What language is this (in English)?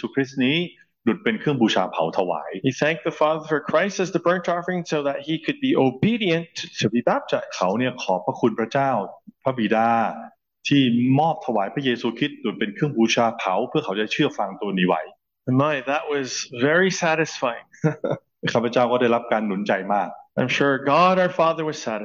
Thai